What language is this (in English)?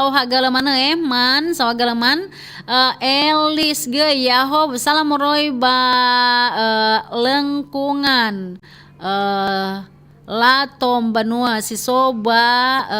Nias